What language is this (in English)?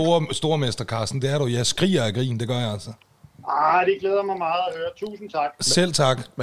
Danish